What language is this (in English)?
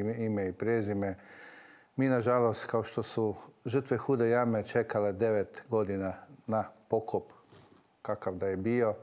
Croatian